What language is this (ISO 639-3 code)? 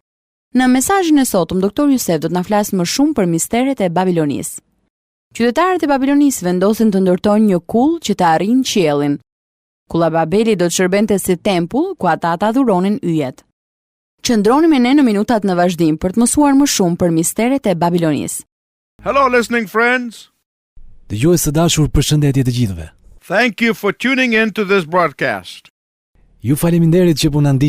sqi